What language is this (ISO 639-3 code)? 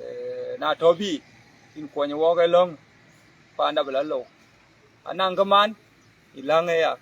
din